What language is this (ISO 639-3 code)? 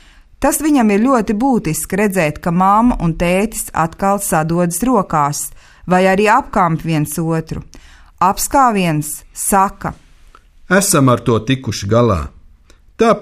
lav